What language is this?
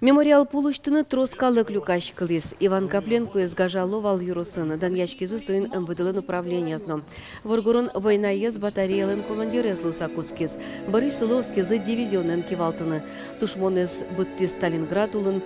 Udmurt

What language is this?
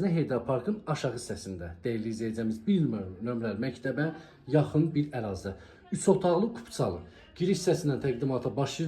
Azerbaijani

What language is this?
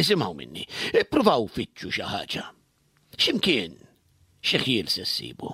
Maltese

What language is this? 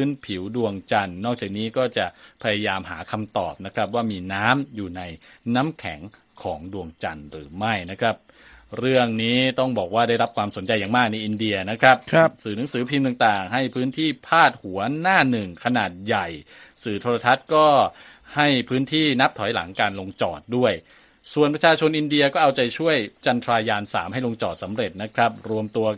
Thai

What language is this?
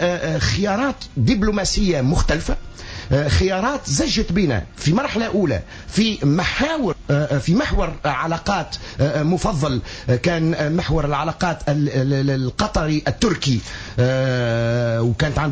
Tunisian Arabic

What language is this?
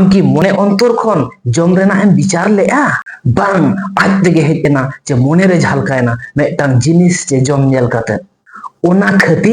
Santali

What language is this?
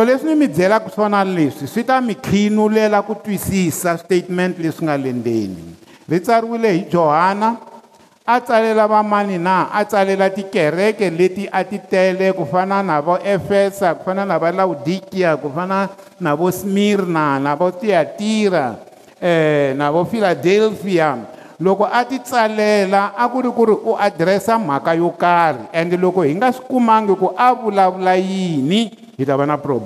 Tsonga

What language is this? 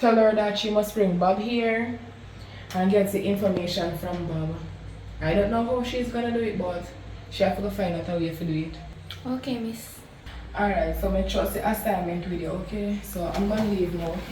Jamaican Creole English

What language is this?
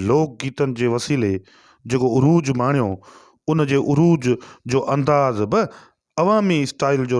Sindhi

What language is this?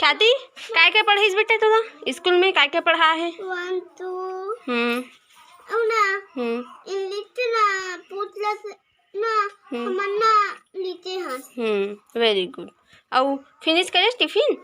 Chhattisgarhi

